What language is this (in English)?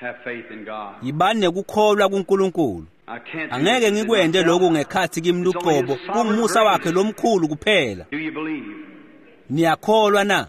Swati